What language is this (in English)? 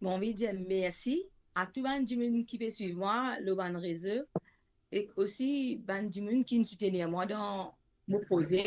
Morisyen